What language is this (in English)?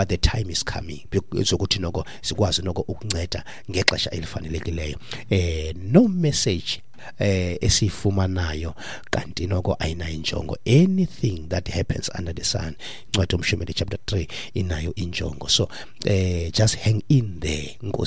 Xhosa